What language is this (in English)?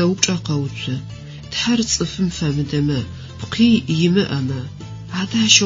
Adyghe